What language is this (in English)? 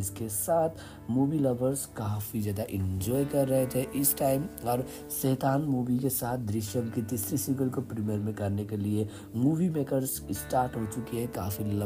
Hindi